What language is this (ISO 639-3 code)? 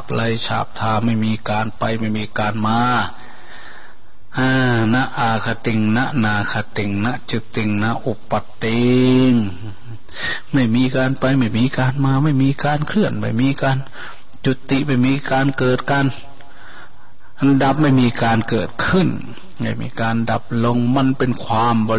tha